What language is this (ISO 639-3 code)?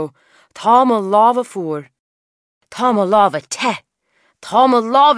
gle